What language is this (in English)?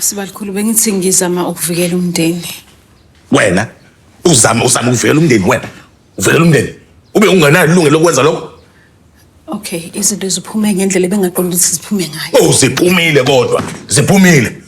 Zulu